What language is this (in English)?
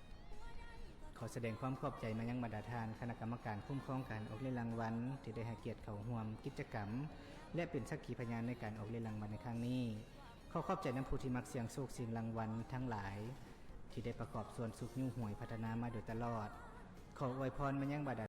Lao